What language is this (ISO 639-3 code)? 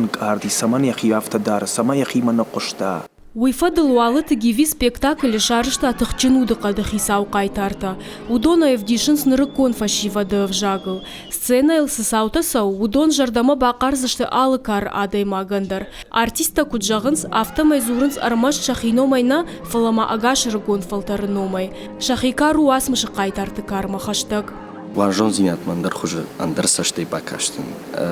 oss